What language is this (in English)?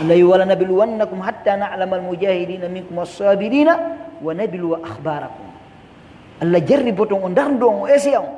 Pular